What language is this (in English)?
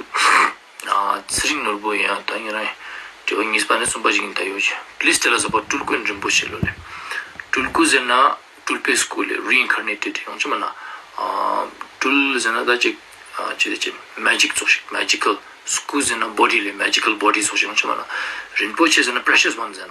Ladakhi